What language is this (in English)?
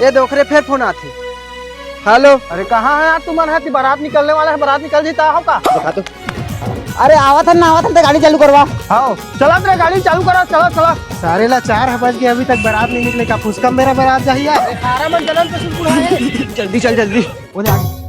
Chhattisgarhi